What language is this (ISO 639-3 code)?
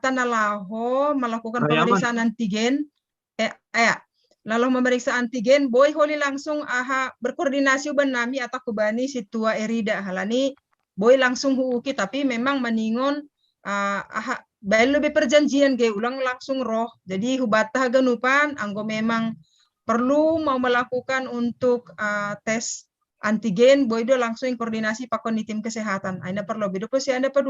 bts